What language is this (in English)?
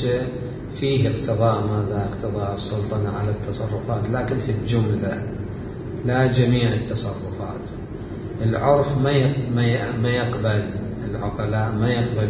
Mesopotamian Arabic